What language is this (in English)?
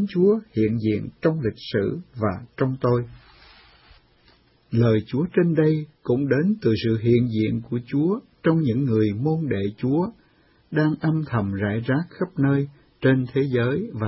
Vietnamese